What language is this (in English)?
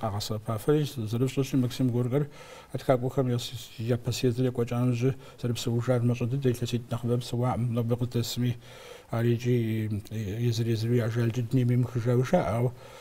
Kabardian